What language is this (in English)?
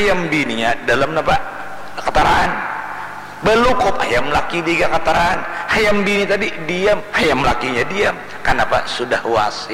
Banjar